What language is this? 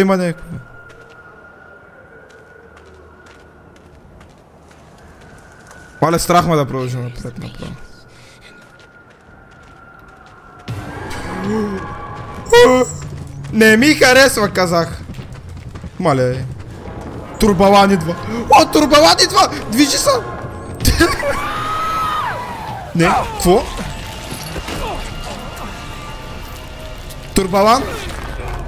Bulgarian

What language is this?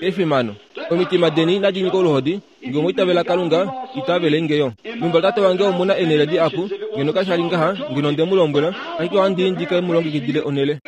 Kuanyama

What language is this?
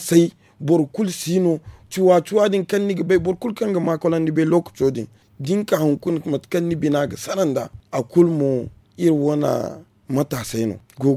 Zarma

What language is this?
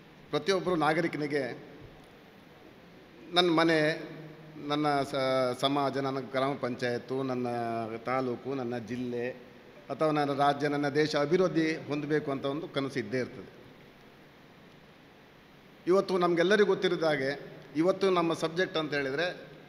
Kannada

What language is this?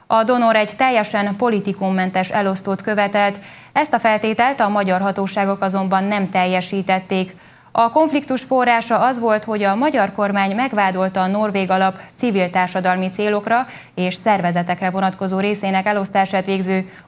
Hungarian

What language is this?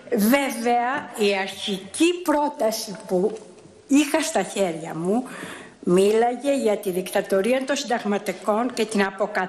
Greek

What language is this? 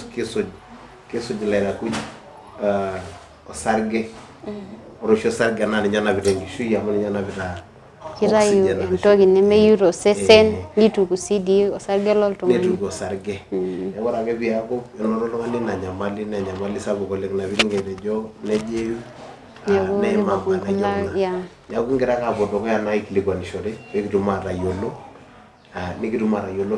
Masai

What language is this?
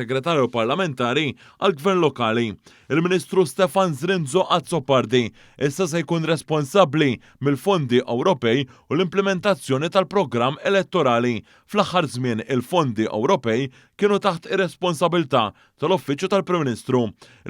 Maltese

